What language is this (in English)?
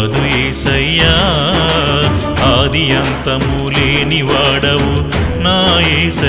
Telugu